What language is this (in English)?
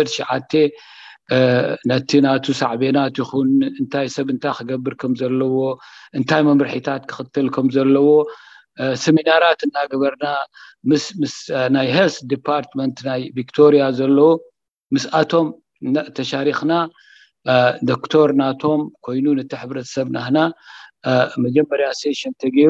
Tigrinya